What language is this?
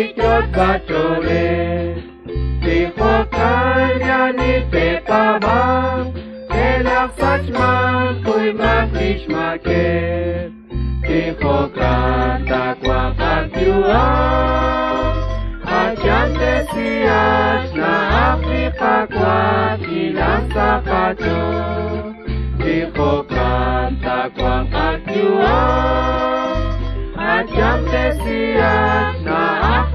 Kekchí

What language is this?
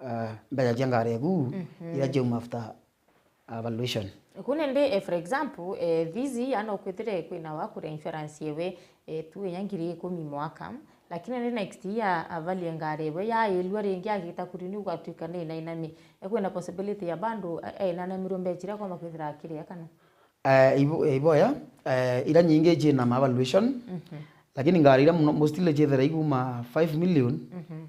Meru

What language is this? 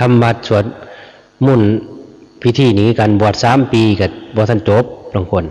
Lao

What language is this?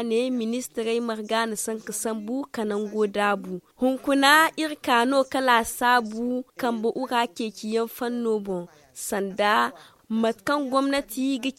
Zarma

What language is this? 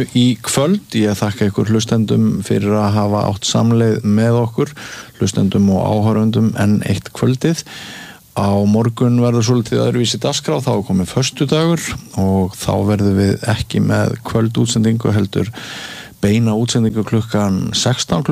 Icelandic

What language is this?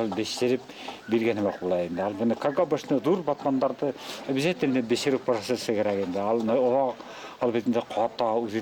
Bashkir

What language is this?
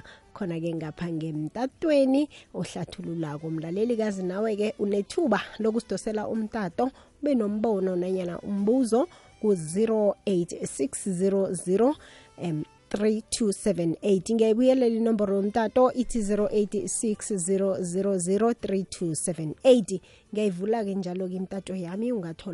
South Ndebele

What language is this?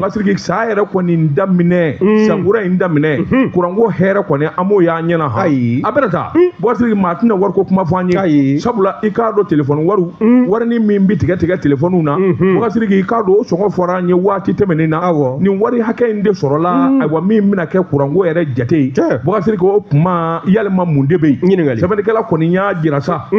Bambara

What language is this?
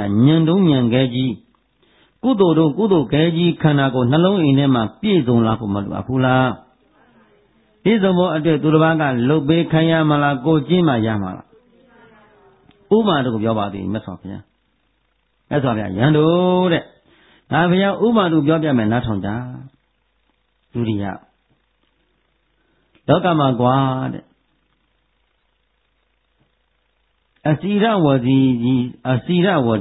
Burmese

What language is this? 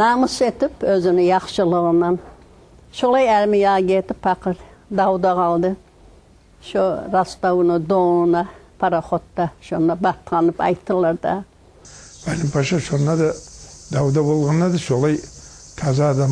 Kumyk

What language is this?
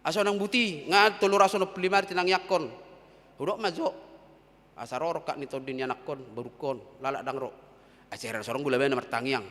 Batak Toba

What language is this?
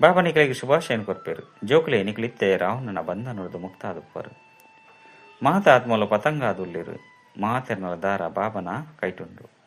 Tulu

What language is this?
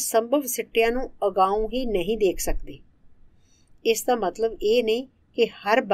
Punjabi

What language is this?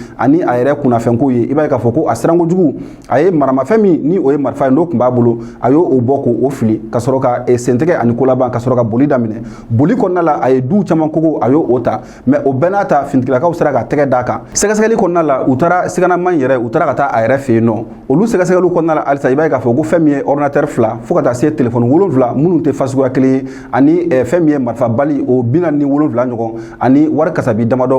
Bambara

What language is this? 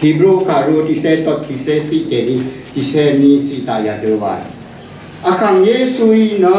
Rawang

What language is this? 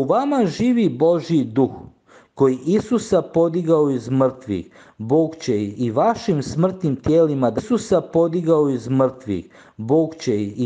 Croatian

